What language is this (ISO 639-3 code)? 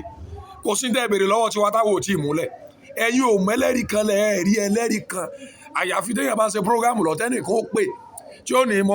yor